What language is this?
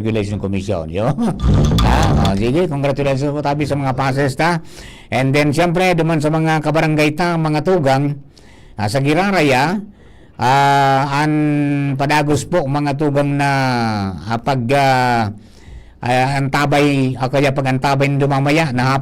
Bikol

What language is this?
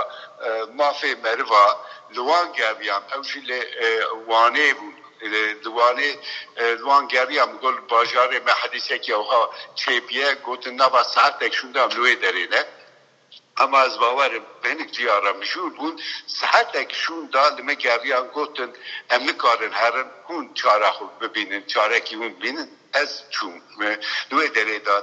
Kurdish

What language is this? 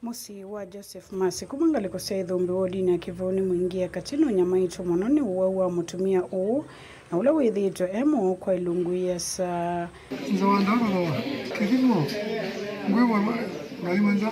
Kamba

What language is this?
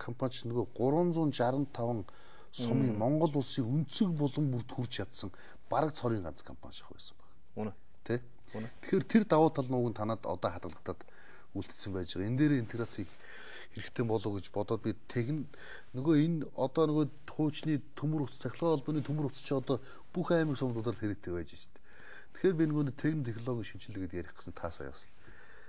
Mongolian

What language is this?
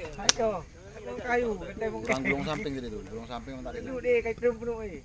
Achinese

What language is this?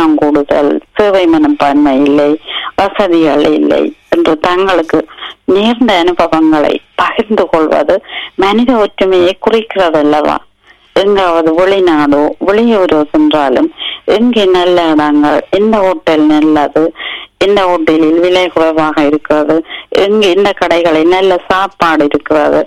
Tamil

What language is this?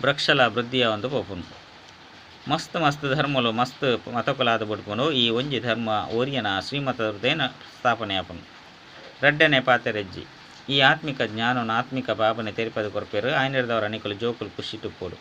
Tulu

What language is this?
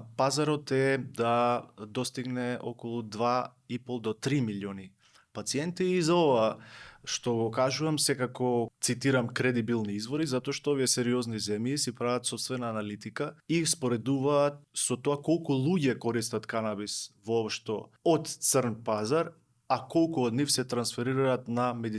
Macedonian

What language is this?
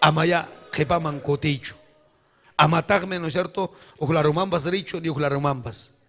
Ayacucho Quechua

